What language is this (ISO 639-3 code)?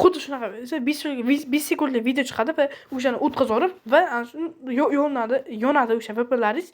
uzb